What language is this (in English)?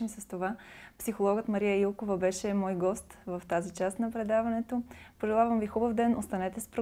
Bulgarian